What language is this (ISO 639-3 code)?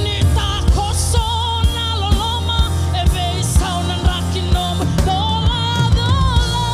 fij